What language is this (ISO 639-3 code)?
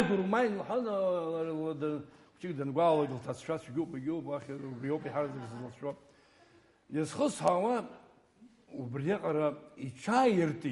abk